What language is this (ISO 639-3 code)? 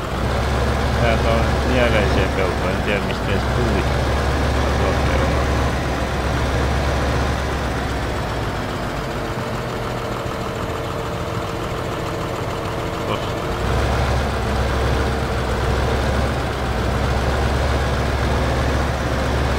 fin